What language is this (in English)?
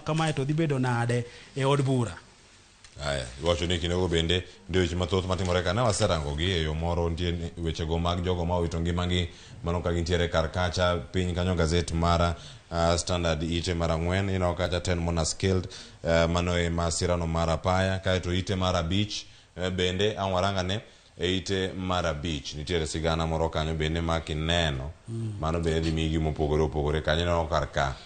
Luo (Kenya and Tanzania)